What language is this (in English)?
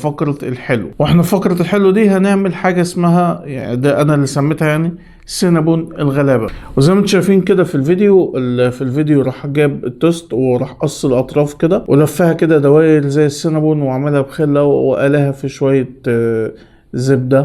Egyptian Arabic